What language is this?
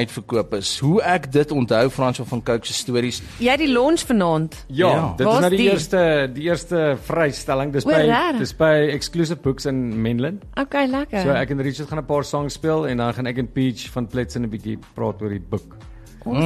Afrikaans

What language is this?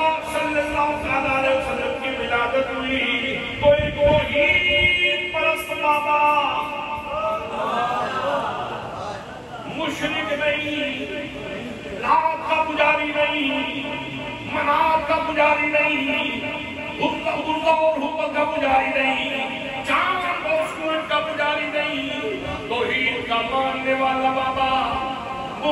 Urdu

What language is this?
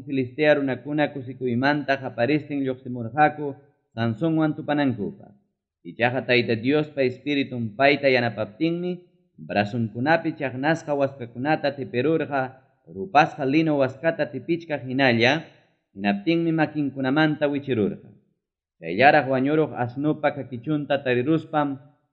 Ayacucho Quechua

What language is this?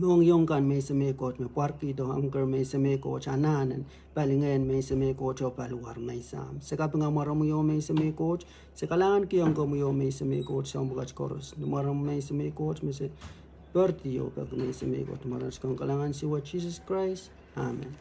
Pohnpeian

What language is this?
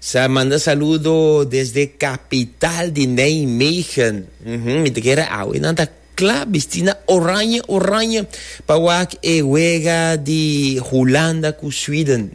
Papiamento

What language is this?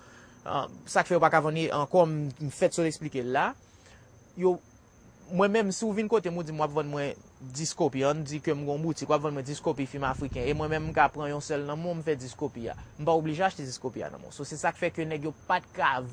Haitian Creole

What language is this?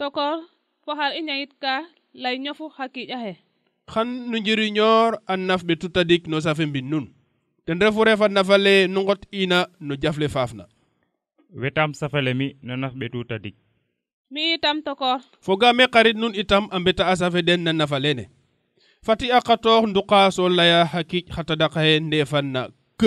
Serer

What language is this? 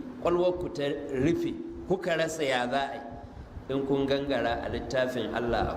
Hausa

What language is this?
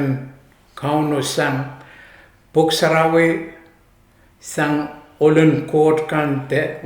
Pohnpeian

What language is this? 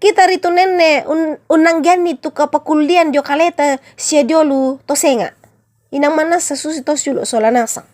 Toraja-Sa'dan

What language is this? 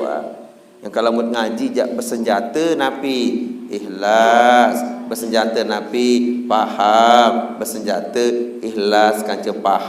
Sasak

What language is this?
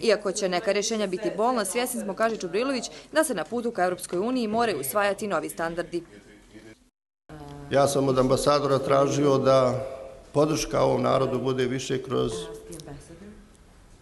Bosnian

